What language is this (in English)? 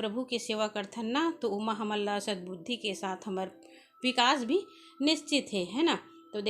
Chhattisgarhi